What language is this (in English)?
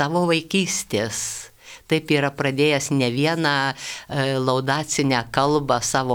Lithuanian